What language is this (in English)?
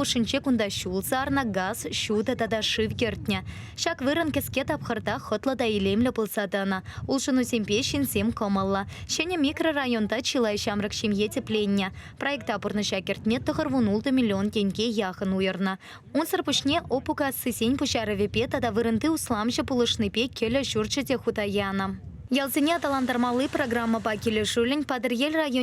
Chuvash